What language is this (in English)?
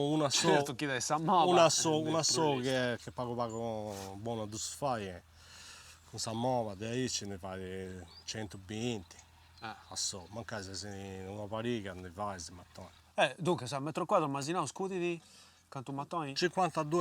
Sardinian